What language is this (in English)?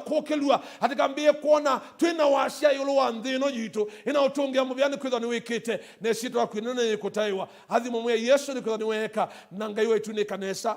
Kamba